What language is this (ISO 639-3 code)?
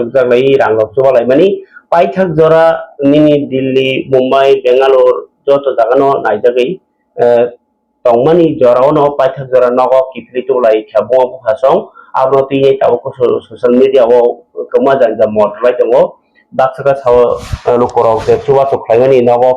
trp